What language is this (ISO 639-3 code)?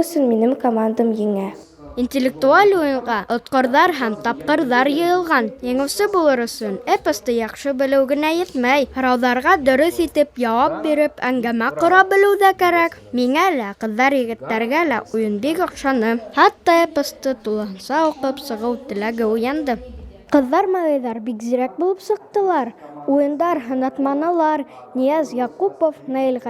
bak